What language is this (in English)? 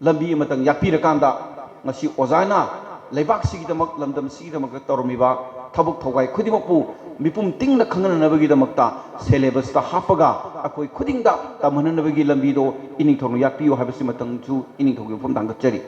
Manipuri